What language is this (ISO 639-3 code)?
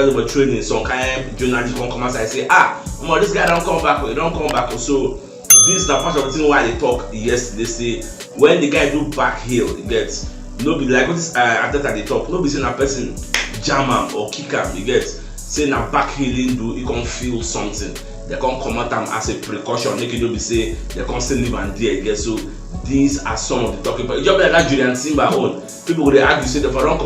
pcm